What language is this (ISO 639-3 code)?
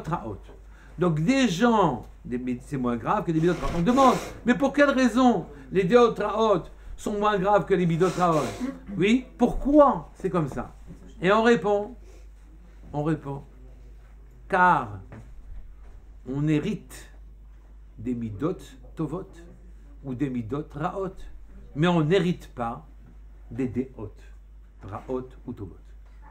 fra